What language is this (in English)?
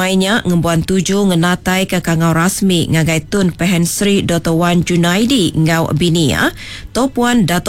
Iban